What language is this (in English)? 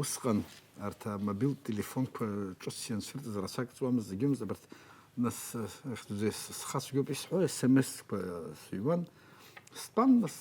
Abkhazian